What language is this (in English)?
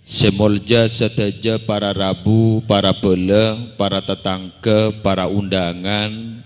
Madurese